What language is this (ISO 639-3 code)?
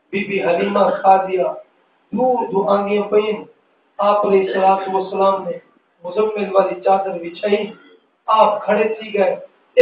skr